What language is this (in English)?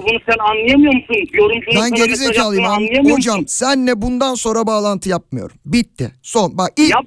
Turkish